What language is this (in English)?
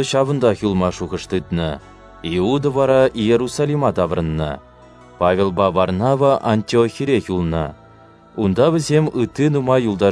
Chuvash